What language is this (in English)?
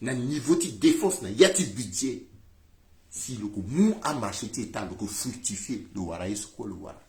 Sango